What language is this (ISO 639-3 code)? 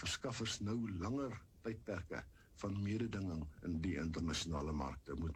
afr